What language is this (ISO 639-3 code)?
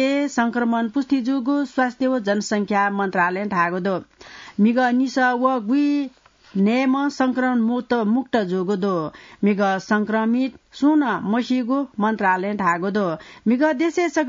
new